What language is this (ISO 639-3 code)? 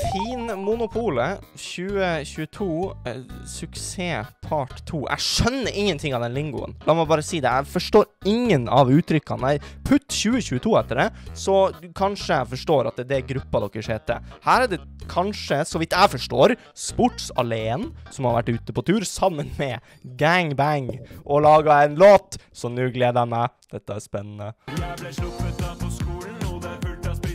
nor